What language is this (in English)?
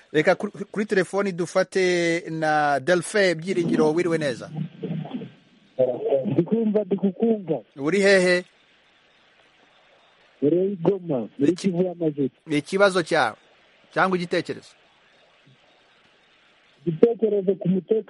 Kinyarwanda